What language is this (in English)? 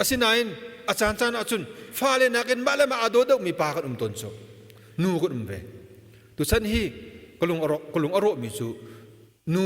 Hakha Chin